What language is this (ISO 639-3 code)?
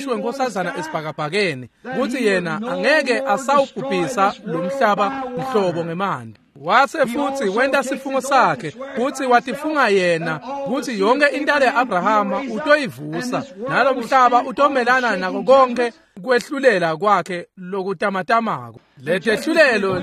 ssw